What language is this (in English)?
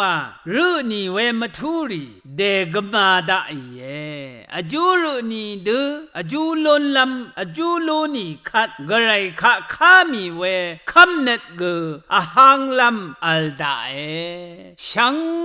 Rawang